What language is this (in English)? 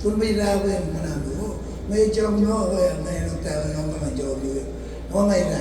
Marshallese